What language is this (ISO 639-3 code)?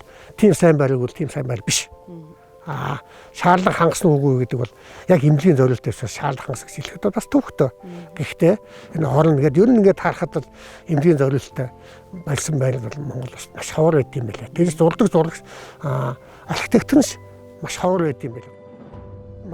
mon